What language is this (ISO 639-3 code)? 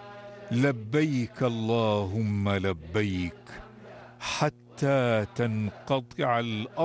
ara